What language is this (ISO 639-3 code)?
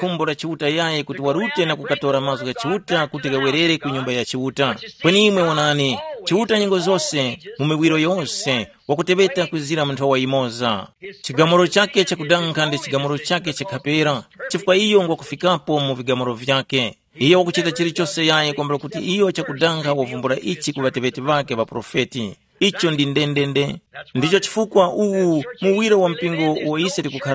tum